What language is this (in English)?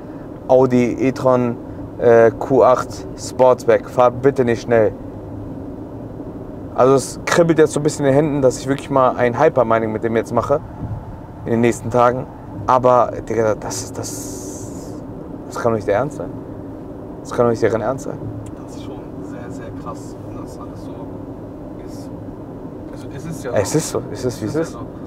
German